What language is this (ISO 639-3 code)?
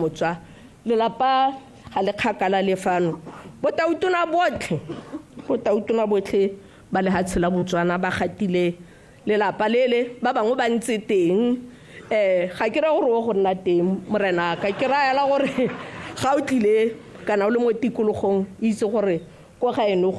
tsn